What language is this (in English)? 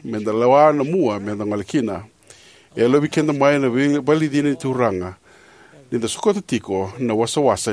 Fijian